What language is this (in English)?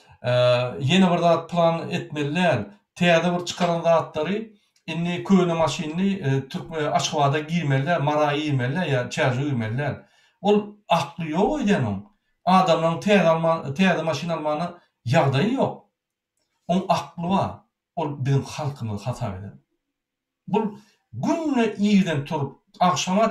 Turkmen